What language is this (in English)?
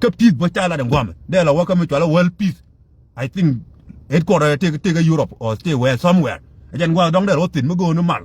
Nuer